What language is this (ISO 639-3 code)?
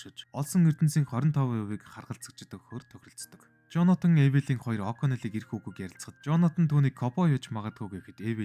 mon